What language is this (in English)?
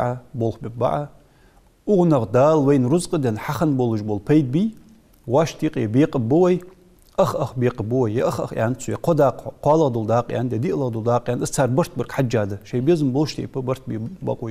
Ingush